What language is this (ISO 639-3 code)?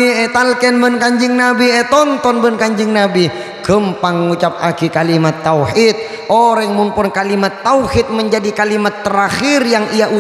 mad